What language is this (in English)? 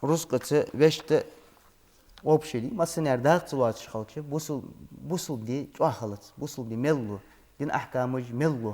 Ingush